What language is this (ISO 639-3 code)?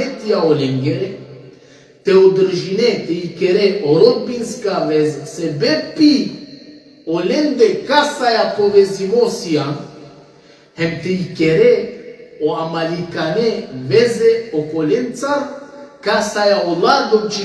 rmn